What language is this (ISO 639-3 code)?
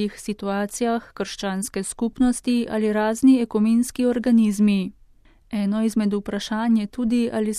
slv